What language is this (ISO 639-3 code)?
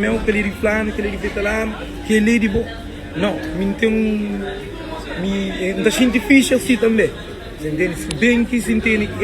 kea